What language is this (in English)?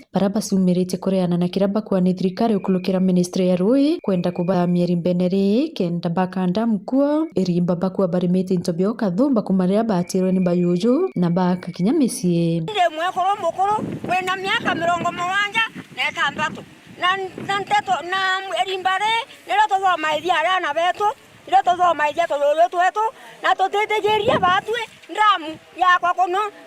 Meru